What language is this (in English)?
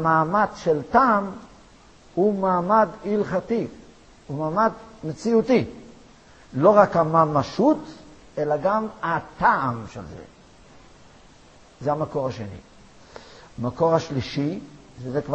Hebrew